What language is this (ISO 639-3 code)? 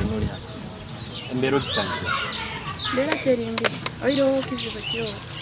nyo